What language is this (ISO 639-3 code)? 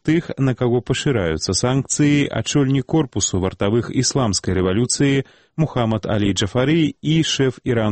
bel